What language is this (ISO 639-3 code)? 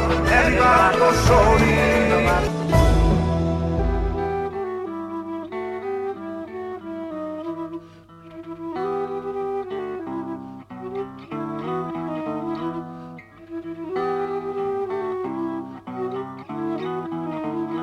eus